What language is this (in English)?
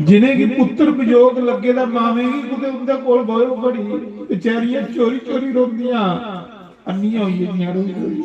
Dogri